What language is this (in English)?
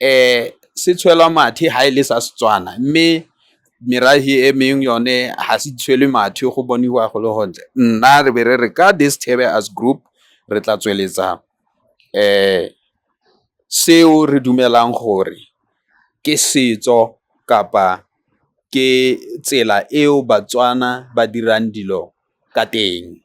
Tswana